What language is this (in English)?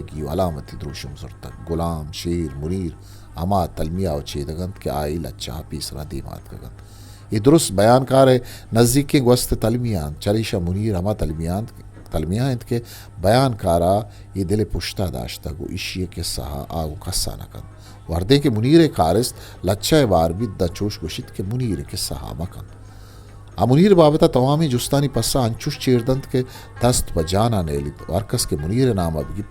Eastern Balochi